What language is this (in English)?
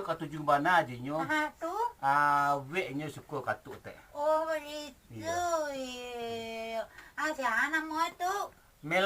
Minangkabau